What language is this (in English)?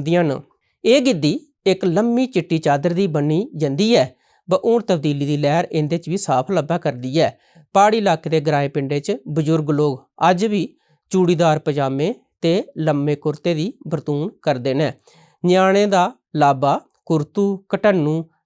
Dogri